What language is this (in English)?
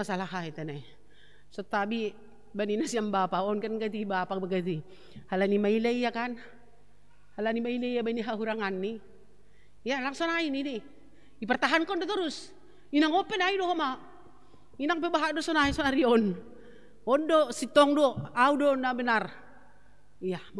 Batak Simalungun